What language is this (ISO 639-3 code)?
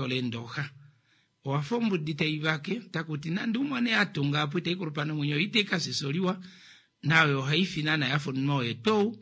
kua